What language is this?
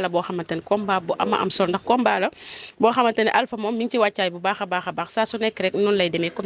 Wolof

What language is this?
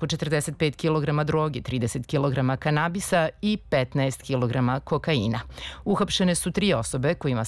Serbian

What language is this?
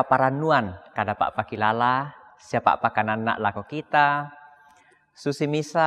Toraja-Sa'dan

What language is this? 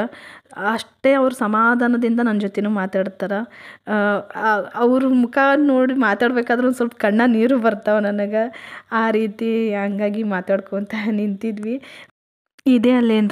Kannada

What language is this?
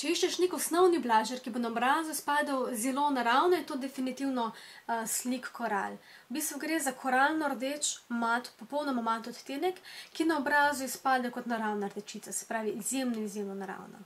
Slovenian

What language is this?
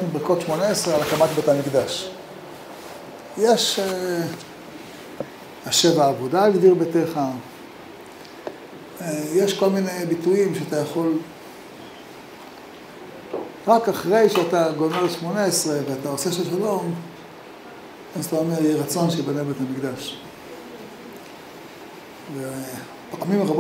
Hebrew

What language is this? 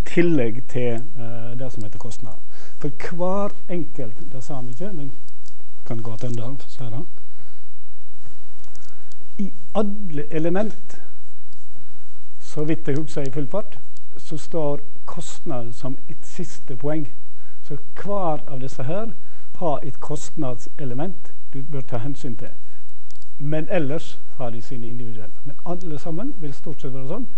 Norwegian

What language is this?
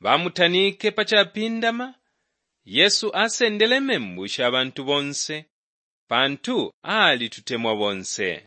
Bemba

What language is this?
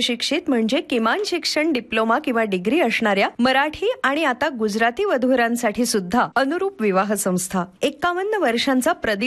Marathi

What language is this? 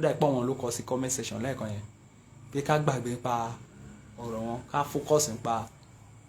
Yoruba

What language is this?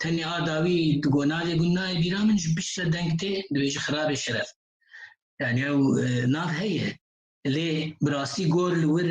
Kurdish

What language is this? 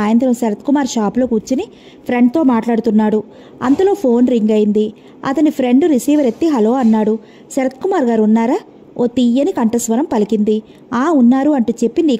Telugu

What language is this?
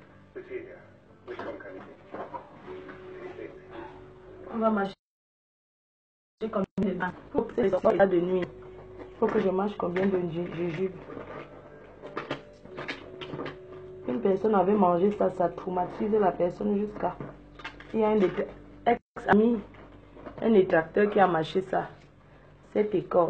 French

